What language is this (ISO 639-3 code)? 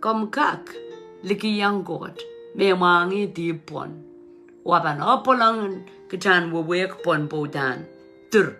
pon